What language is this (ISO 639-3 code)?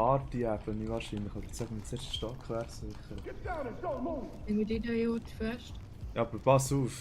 gsw